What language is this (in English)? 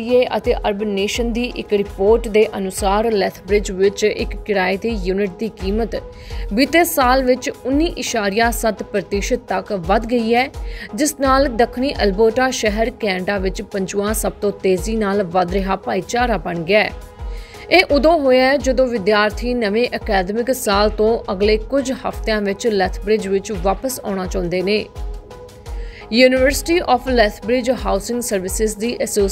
Punjabi